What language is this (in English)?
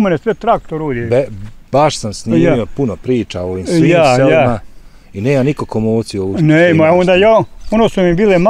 Bosnian